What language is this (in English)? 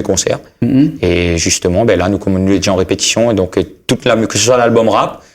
Réunion Creole French